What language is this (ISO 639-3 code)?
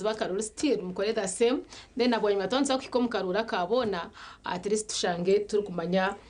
nyn